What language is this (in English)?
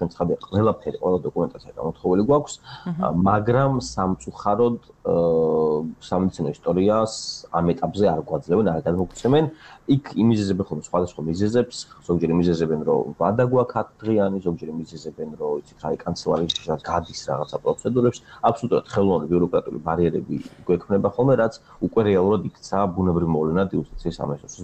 Georgian